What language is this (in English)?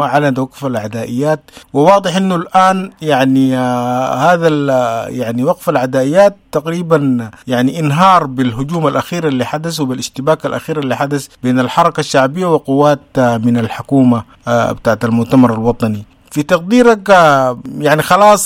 Sudanese Arabic